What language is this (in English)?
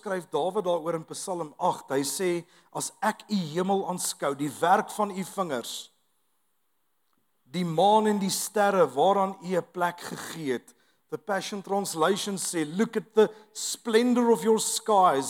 Afrikaans